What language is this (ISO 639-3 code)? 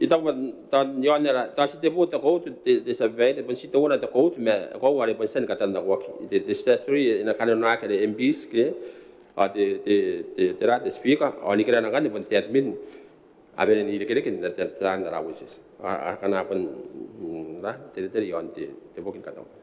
gil